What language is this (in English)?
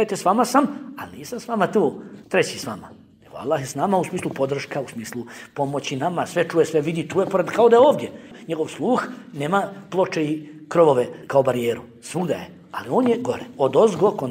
Bosnian